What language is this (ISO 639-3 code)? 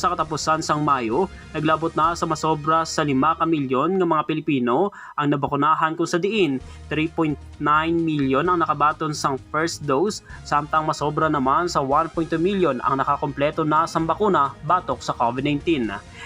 hil